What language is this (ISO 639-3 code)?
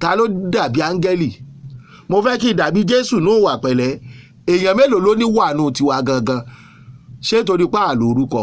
yor